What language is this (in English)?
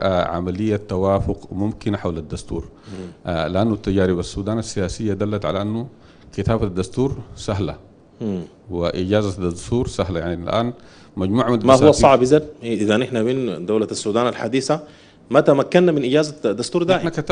Sudanese Arabic